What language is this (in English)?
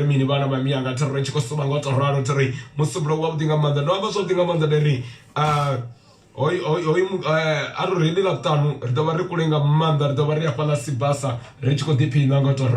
Venda